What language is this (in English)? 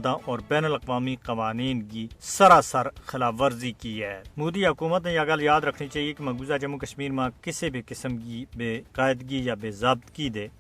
Gujari